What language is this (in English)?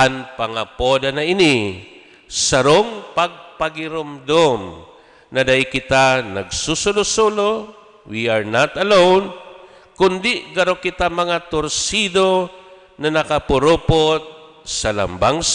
Bikol